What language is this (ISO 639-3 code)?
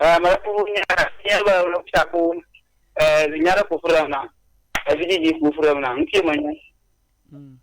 ewe